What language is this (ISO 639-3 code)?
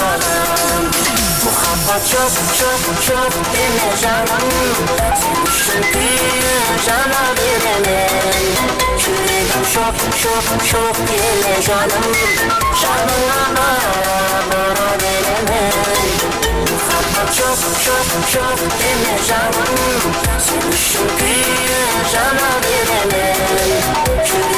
kaa